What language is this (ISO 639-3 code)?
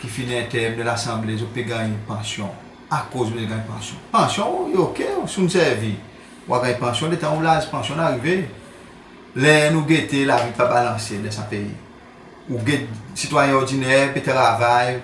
crs